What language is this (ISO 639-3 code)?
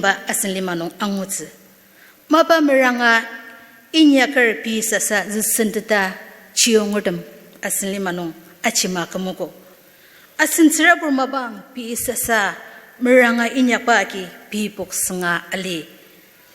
njo